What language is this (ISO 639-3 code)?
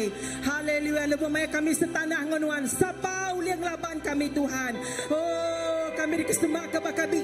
iba